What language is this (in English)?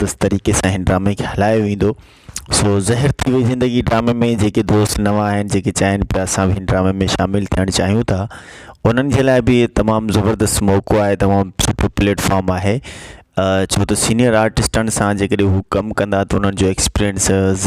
Sindhi